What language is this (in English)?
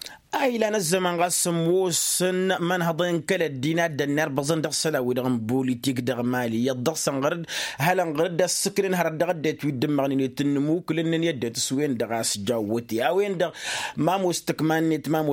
Tamasheq